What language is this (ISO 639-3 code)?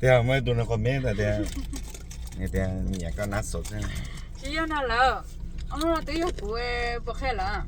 hmn